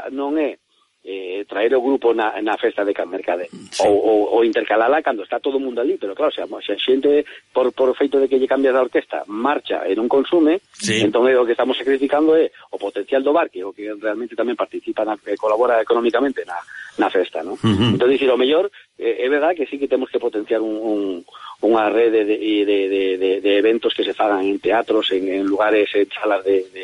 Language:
Galician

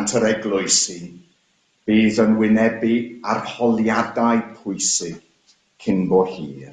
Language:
Welsh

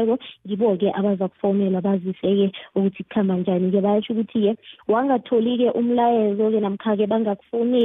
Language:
South Ndebele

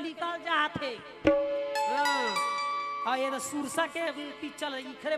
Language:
Chhattisgarhi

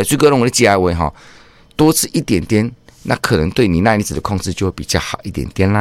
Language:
Min Nan Chinese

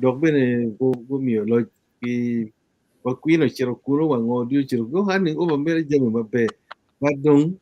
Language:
Acoli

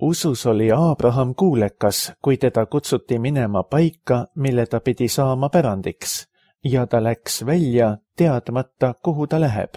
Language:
Estonian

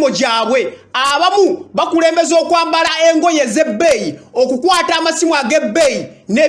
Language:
Ganda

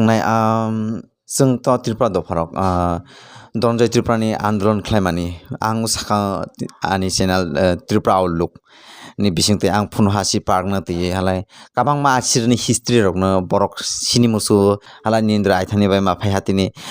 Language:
Kok Borok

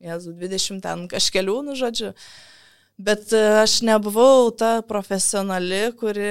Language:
Lithuanian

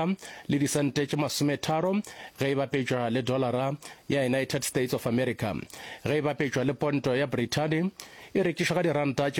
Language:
Northern Sotho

